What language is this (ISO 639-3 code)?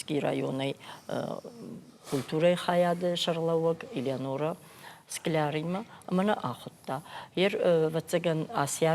oss